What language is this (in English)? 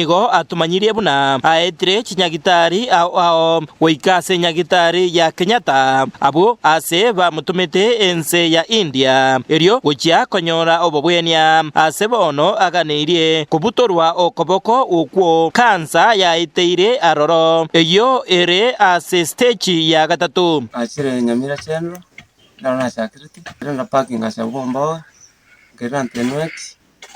Gusii